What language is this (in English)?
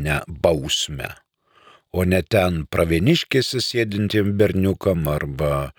Lithuanian